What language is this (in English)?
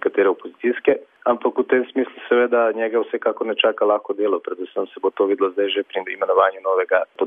Slovenian